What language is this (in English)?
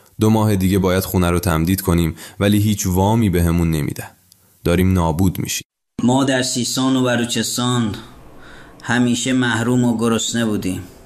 Persian